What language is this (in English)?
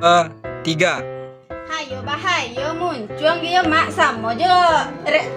Minangkabau